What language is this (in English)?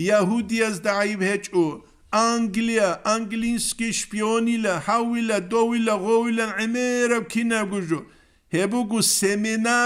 Avaric